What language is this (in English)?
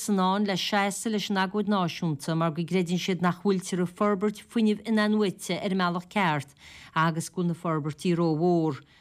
Irish